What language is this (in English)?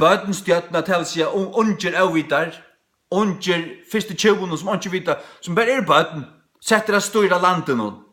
Faroese